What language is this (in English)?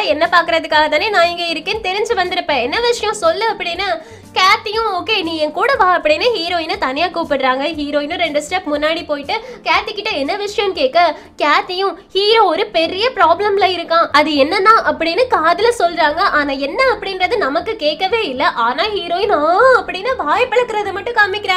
Tamil